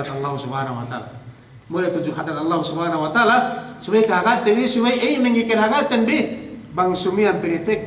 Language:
Yakan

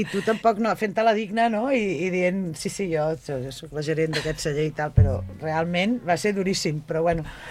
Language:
Catalan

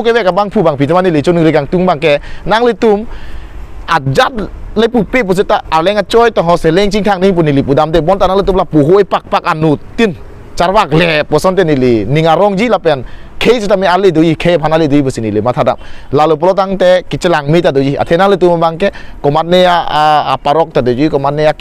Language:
Karbi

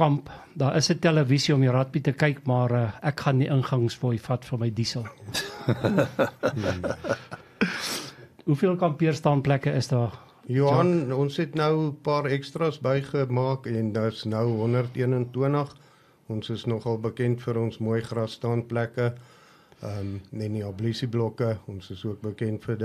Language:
Afrikaans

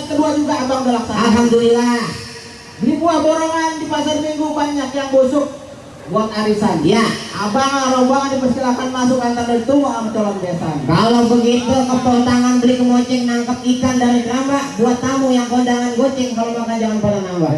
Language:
Betawi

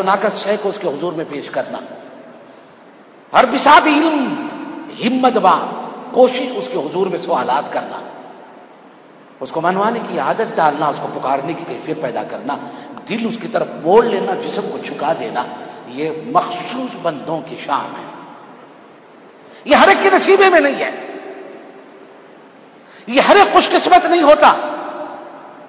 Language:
Urdu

